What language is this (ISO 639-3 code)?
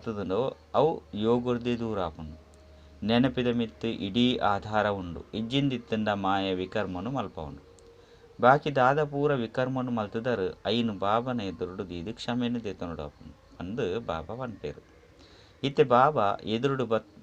tcy